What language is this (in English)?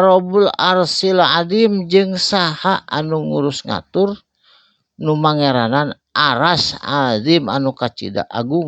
Sundanese